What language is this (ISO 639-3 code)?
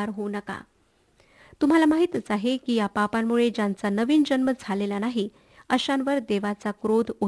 mar